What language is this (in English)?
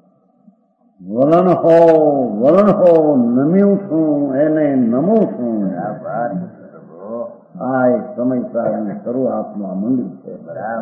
Gujarati